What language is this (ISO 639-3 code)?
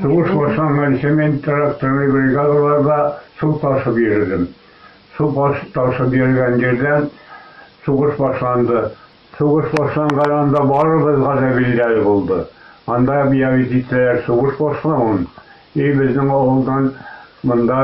bak